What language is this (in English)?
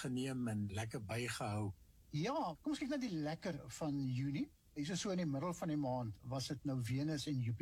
Afrikaans